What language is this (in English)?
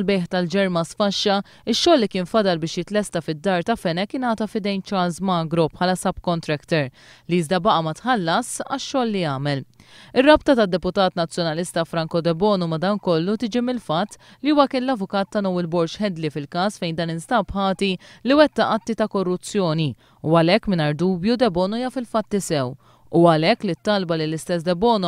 Maltese